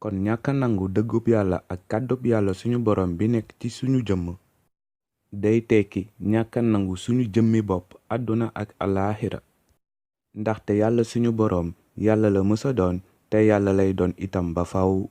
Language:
Wolof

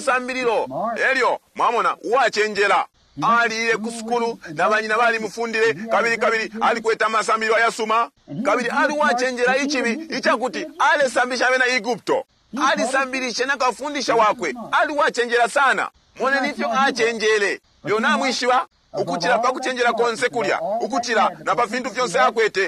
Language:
Bemba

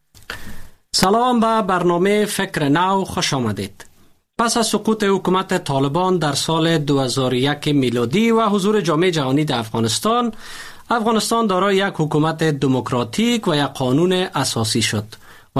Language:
Persian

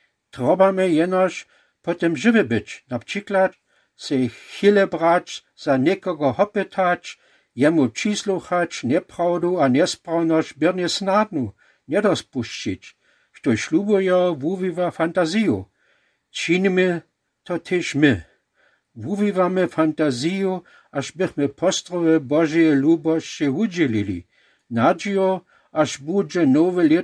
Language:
Lower Sorbian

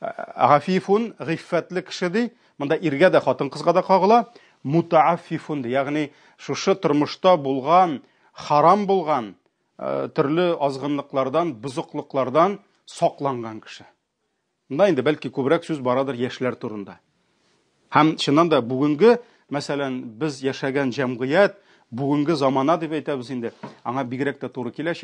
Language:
Tatar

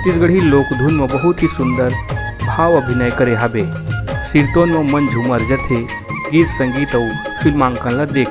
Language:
Chhattisgarhi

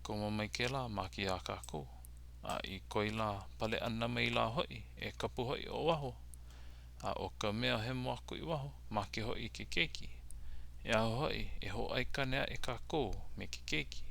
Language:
Hawaiian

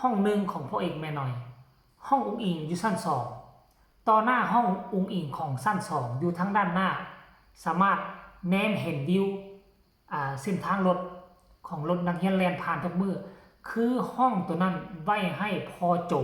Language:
Northeastern Thai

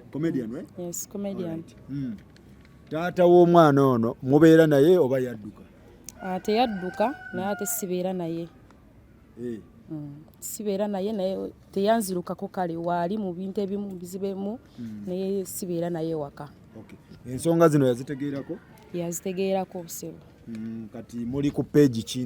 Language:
Ganda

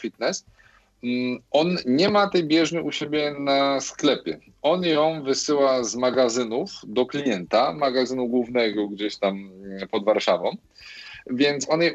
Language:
Polish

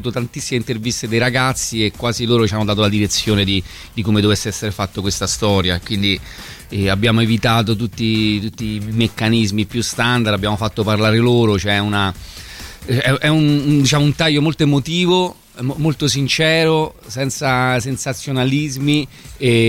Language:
Italian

